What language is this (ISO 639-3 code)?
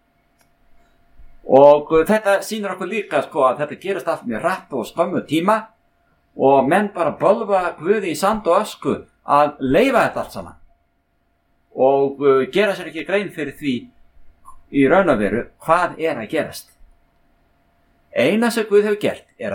isl